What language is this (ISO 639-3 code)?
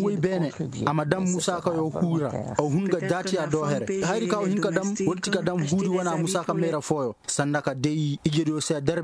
ses